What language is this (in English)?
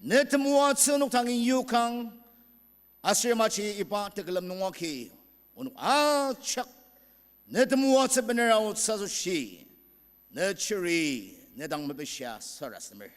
Ao Naga